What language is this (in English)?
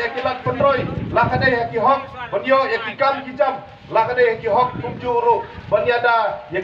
Khasi